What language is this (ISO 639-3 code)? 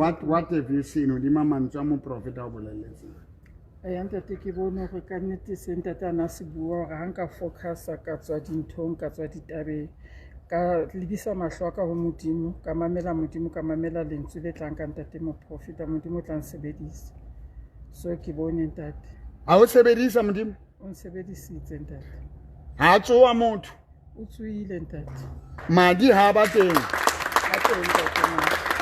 sot